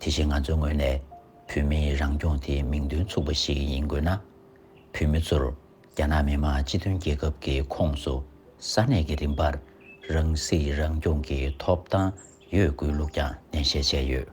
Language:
Tibetan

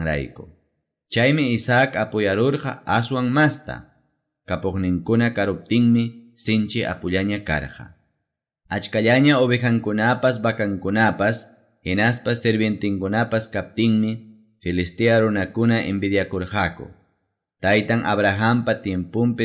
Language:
Ayacucho Quechua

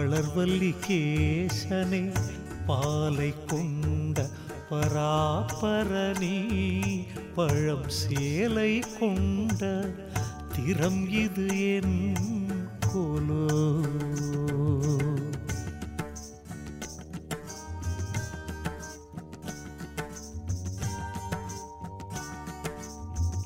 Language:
Tamil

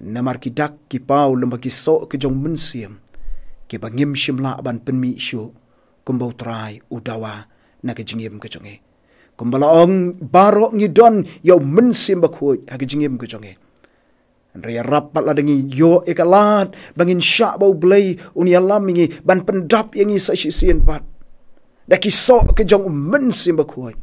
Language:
Khasi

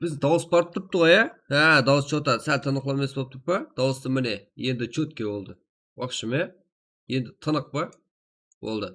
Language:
Kara-Kalpak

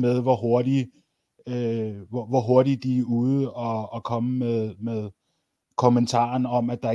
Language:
Danish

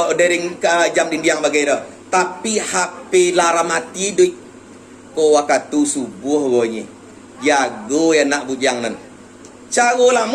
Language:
Minangkabau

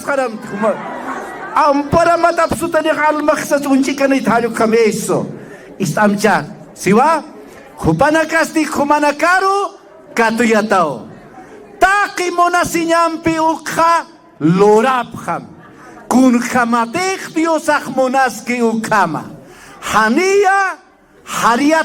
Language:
Aymara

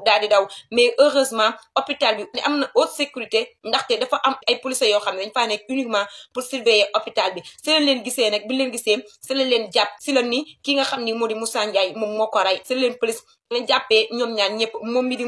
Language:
Wolof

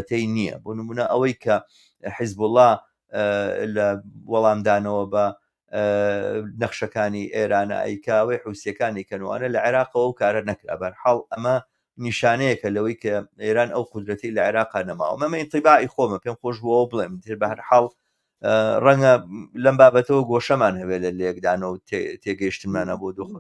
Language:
Central Kurdish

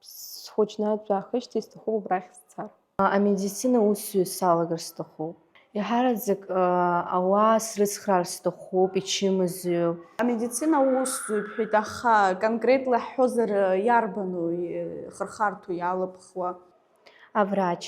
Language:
Abkhazian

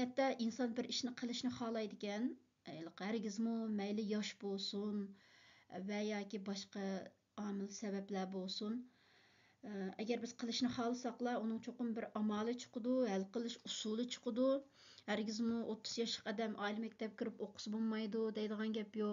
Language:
Uyghur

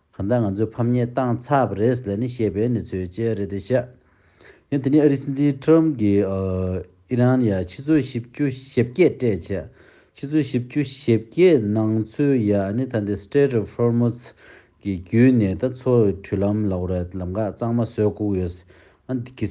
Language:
Tibetan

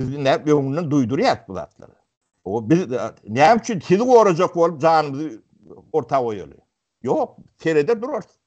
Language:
Turkmen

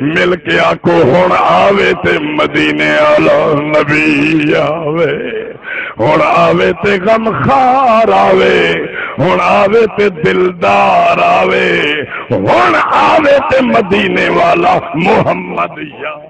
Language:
Saraiki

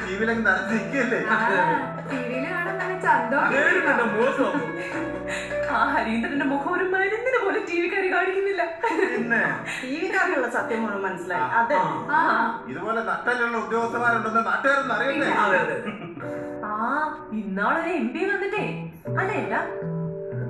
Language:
Malayalam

